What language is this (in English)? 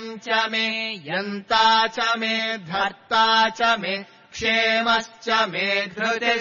Sanskrit